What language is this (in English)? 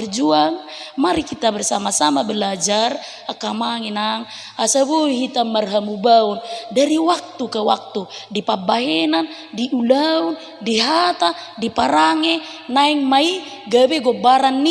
Batak Toba